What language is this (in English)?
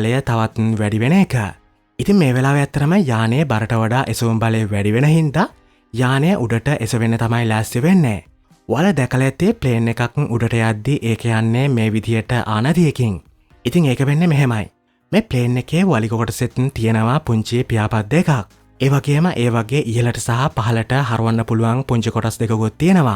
Sinhala